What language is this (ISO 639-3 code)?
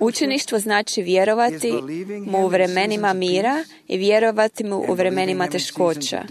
hrv